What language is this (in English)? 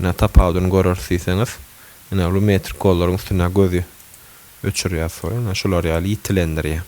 Turkmen